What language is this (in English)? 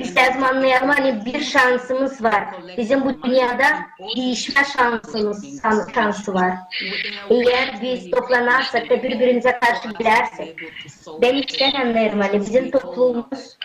Gagauz